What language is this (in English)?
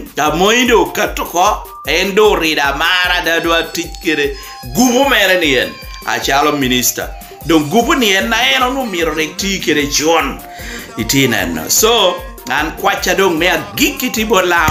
Lango (Uganda)